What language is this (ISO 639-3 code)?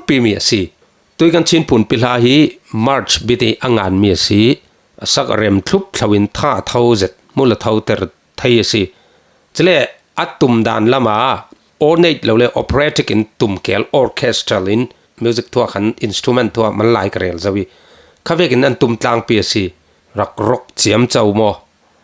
cfm